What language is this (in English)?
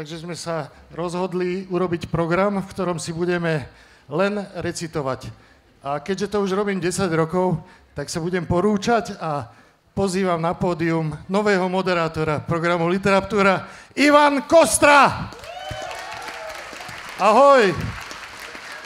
Slovak